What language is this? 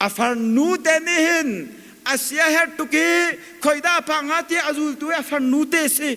Hakha Chin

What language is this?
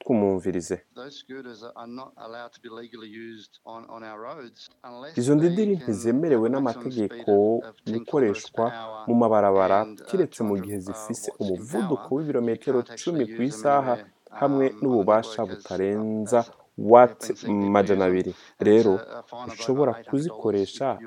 Rundi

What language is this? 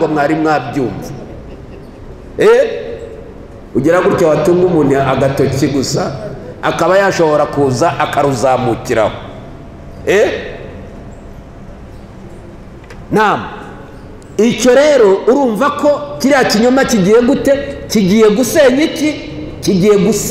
Kinyarwanda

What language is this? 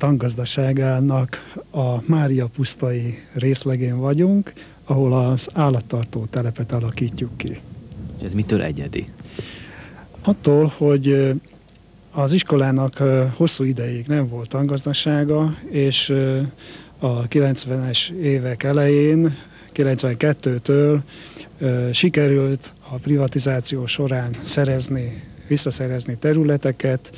Hungarian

